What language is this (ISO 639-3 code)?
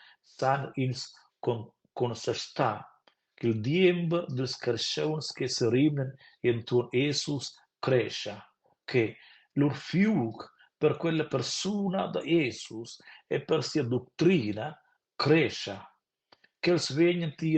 roh